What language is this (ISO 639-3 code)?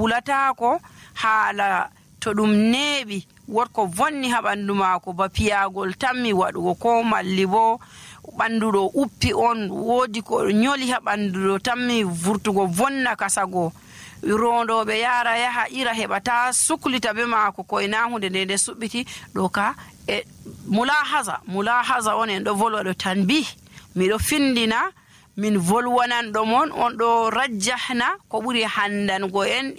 fuv